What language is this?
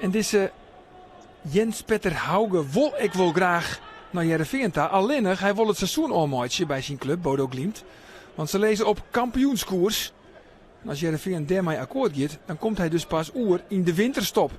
Western Frisian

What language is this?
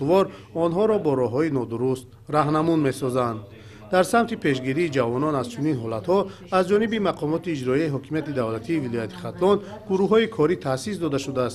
Tajik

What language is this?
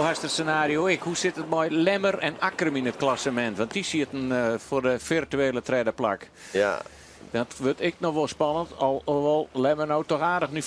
Western Frisian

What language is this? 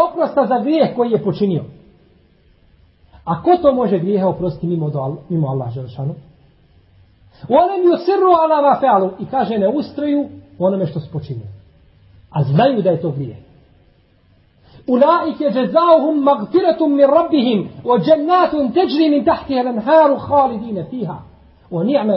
Bosnian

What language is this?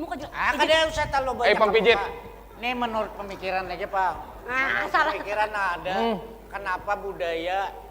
Banjar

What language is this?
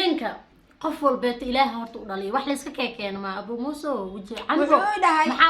Somali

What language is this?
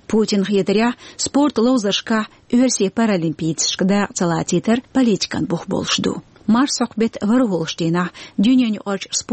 Chechen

